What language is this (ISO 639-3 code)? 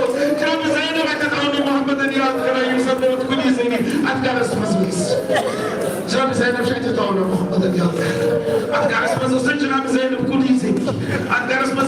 kas